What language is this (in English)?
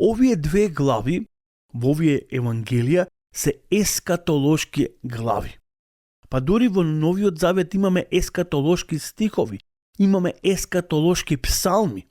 Macedonian